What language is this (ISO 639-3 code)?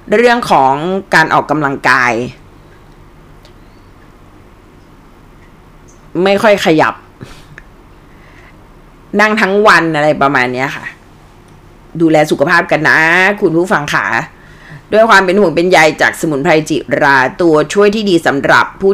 tha